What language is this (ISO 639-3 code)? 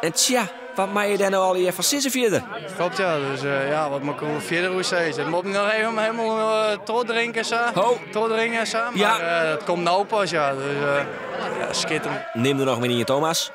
fry